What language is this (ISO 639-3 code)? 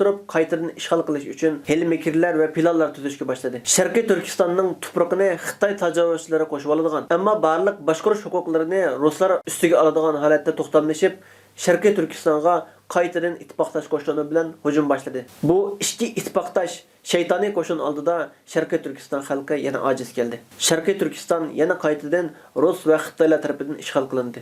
uig